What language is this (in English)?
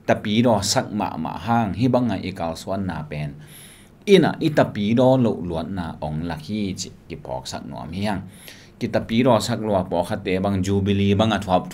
Tedim Chin